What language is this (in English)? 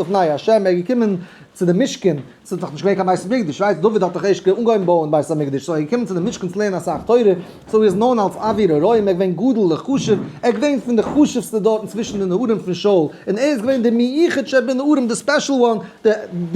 Yiddish